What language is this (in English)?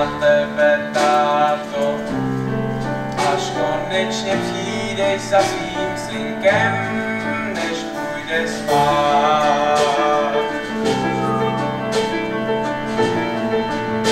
Czech